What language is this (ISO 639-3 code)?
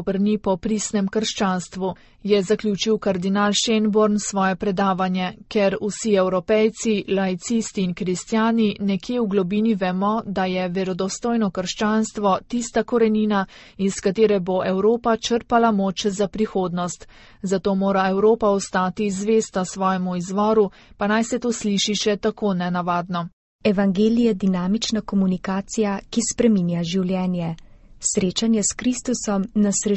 slv